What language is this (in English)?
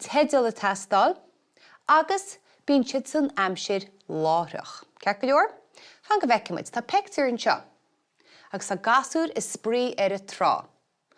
Irish